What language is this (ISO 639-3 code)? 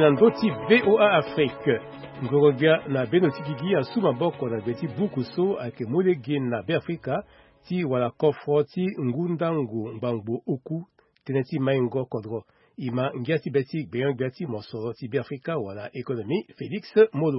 sag